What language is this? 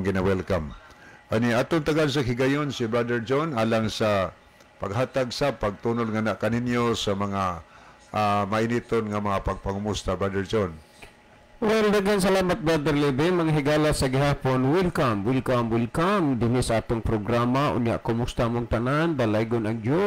Cebuano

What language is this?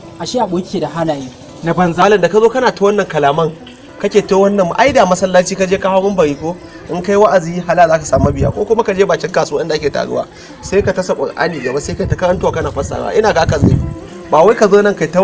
Hausa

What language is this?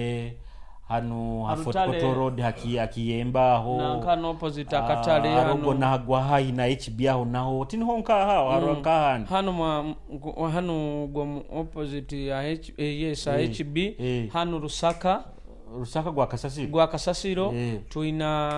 Nyoro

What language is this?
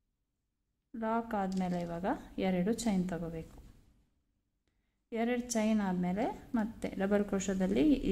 Kannada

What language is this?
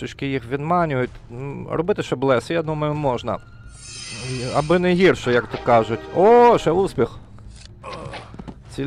Ukrainian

